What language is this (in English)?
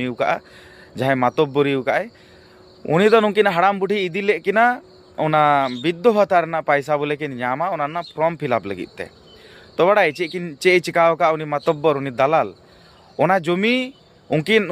Santali